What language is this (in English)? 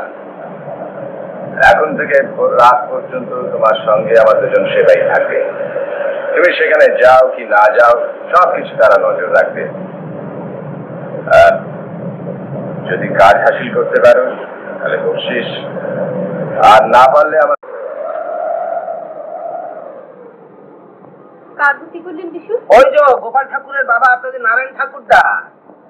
Bangla